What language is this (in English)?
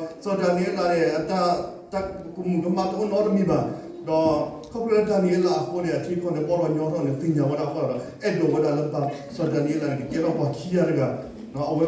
S'gaw Karen